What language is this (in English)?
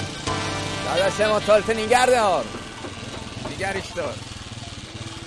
Persian